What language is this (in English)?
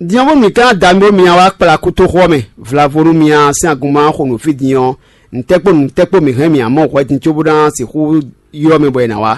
Fon